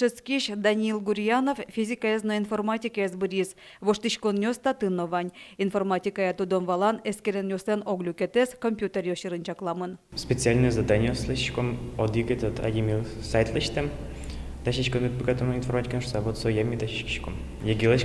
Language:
Udmurt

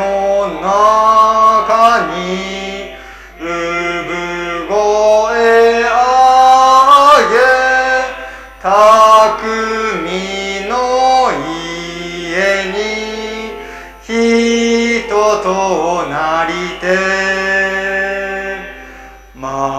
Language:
Japanese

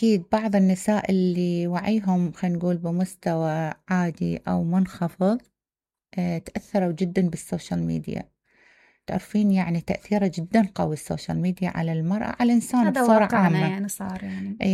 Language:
Mesopotamian Arabic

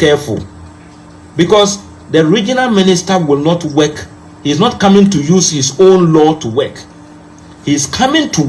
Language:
Akan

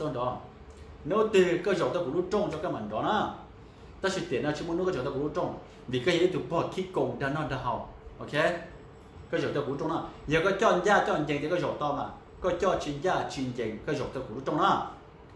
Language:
Hmong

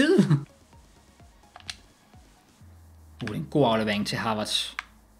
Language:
Danish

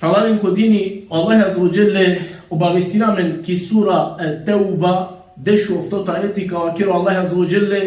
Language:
Balkan Romani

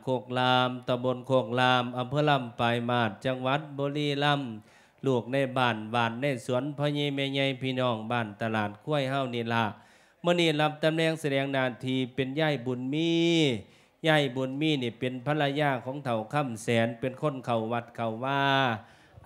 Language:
Lao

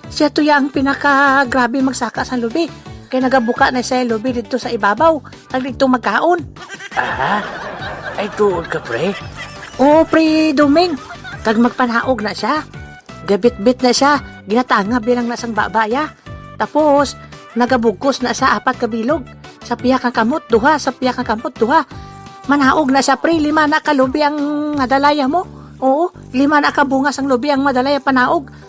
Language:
Hiligaynon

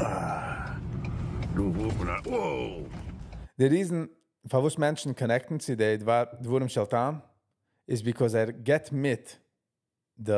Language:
Yiddish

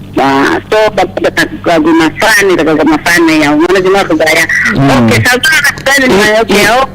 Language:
Nias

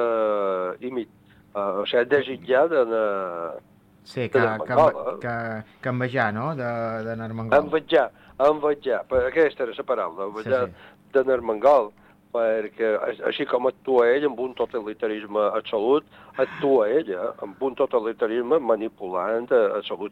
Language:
Catalan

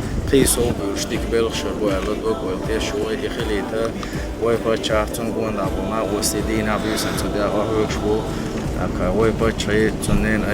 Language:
Chechen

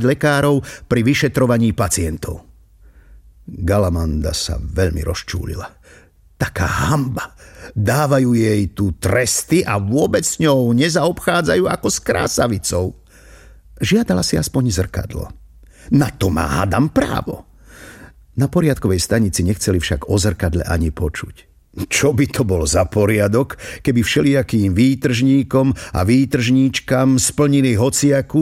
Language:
Slovak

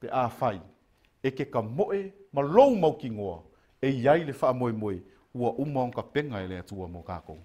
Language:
Samoan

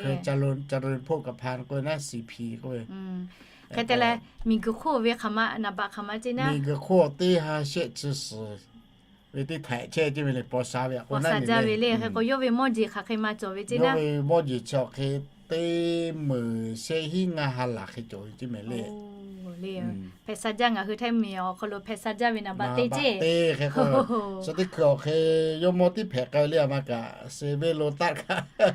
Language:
Lahu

